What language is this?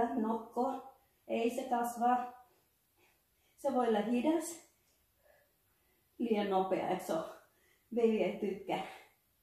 Finnish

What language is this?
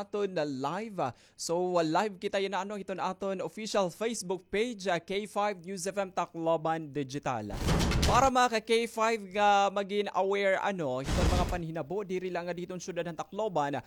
Waray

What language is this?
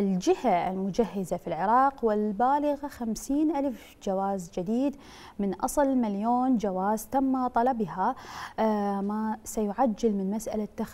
Mesopotamian Arabic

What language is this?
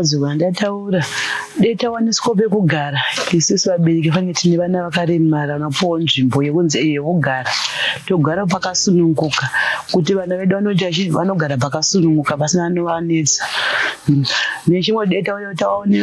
Shona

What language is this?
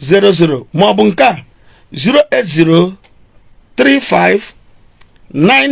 Igbo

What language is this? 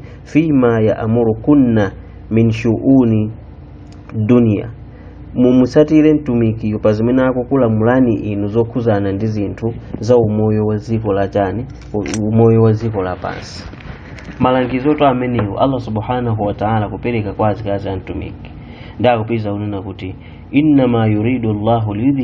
Nyanja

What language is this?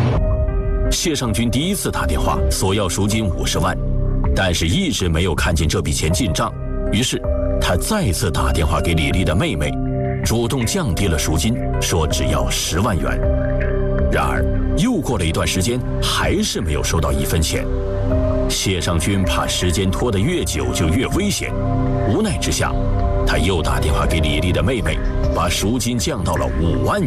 Chinese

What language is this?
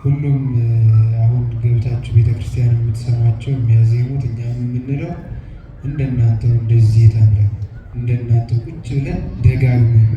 Amharic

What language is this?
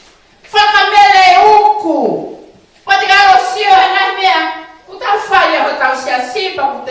Tongan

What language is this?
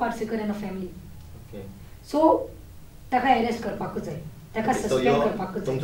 Konkani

